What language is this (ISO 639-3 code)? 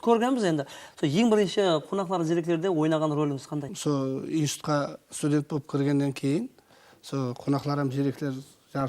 kaa